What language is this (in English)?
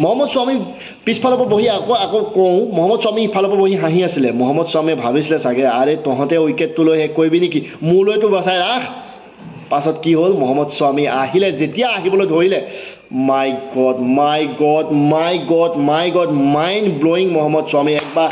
Assamese